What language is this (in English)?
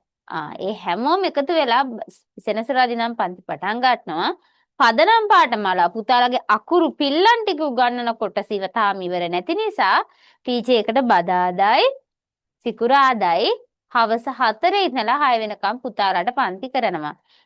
Sinhala